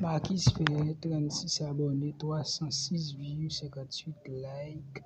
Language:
Haitian Creole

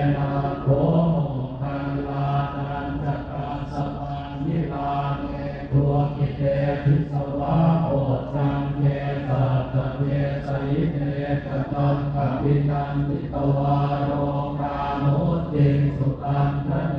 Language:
Pali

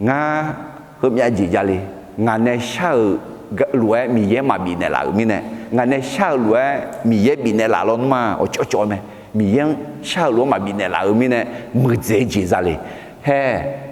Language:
Akha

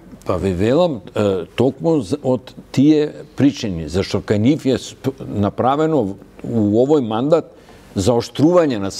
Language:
Macedonian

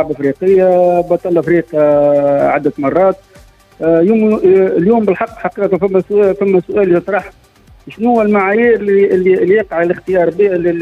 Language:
Tunisian Arabic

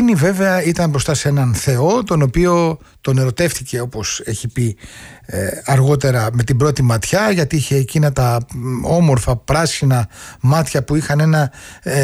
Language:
Greek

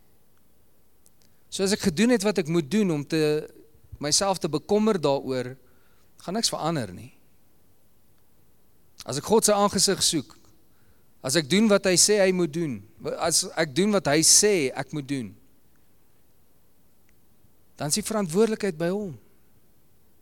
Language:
Afrikaans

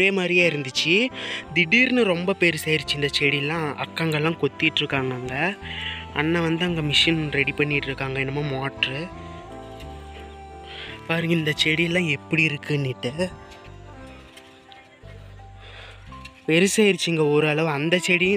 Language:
Tamil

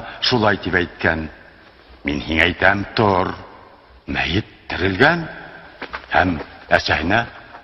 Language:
Bashkir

